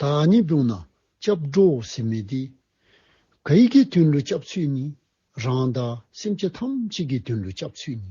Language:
Dzongkha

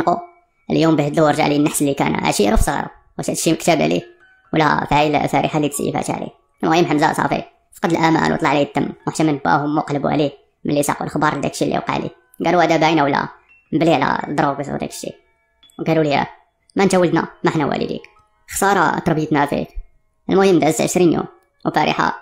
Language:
Moroccan Arabic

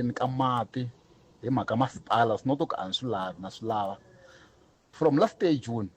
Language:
Tsonga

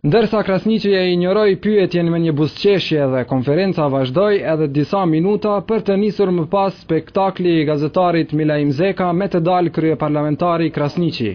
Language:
Albanian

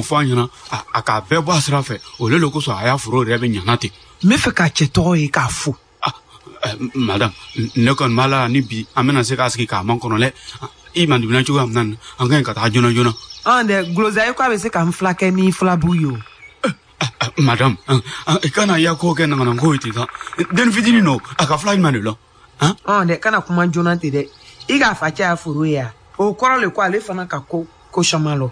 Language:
Bambara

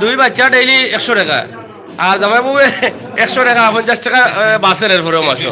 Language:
Sylheti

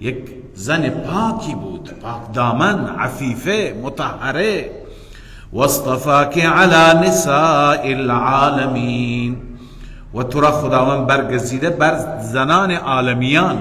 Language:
Persian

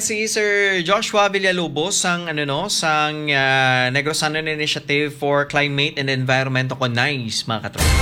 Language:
Hiligaynon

